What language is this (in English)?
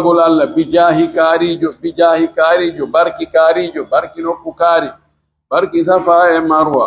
Pular